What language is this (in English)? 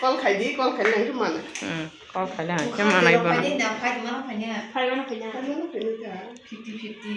Kok Borok